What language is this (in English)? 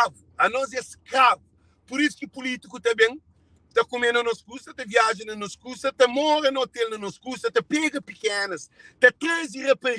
Kabuverdianu